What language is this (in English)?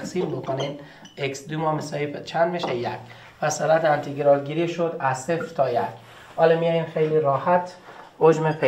Persian